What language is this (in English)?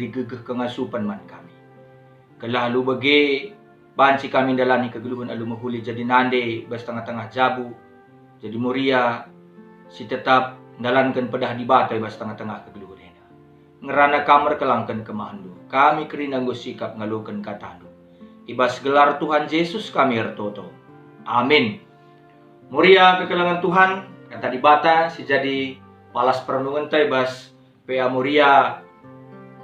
Batak Karo